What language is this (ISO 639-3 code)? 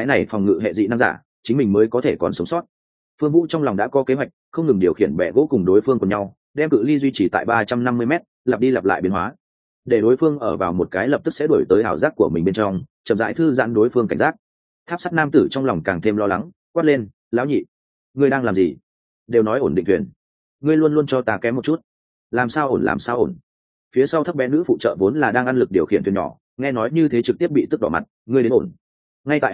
vie